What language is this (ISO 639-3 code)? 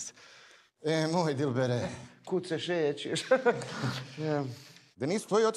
bos